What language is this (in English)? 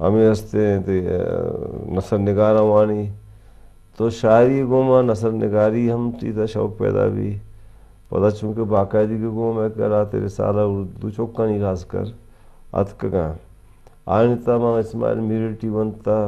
Eastern Balochi